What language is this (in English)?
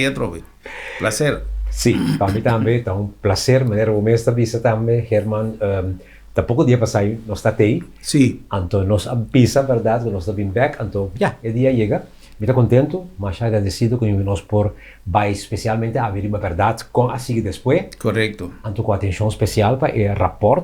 Papiamento